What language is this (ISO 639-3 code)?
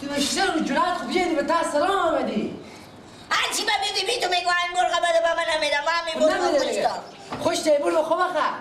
haz